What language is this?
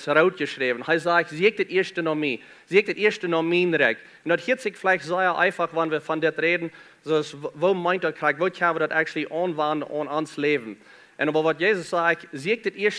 Plautdietsch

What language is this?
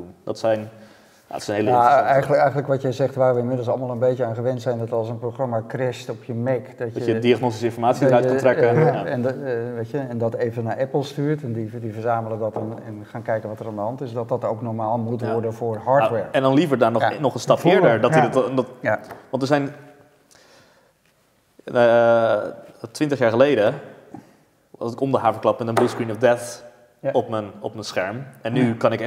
Dutch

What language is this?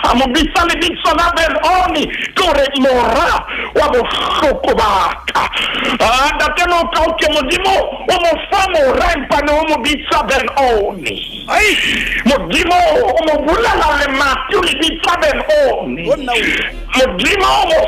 Southern Sotho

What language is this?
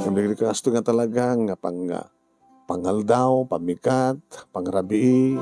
Iloko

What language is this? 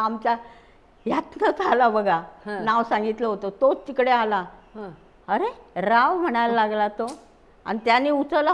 Marathi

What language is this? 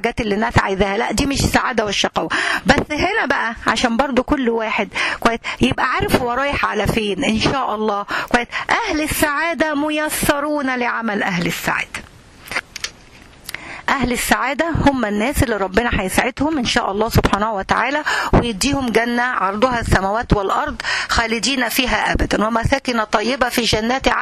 Egyptian Arabic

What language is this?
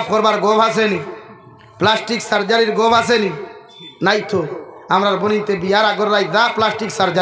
Sylheti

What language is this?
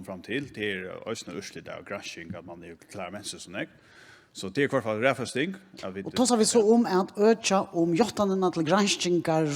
Faroese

